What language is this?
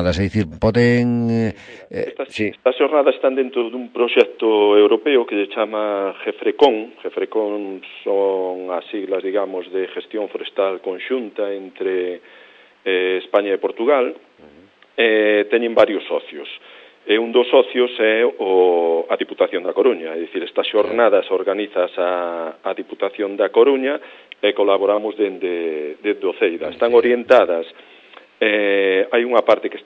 Galician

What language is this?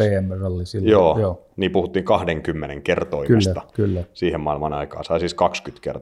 Finnish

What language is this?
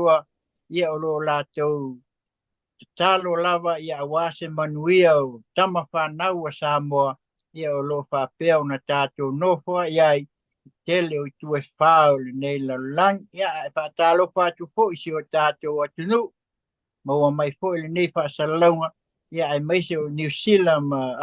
Samoan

